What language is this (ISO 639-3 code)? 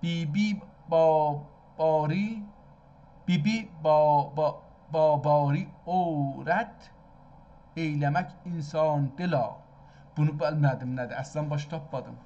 azb